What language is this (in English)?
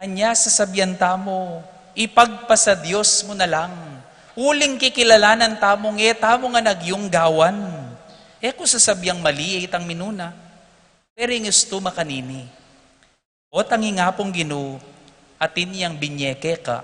Pampanga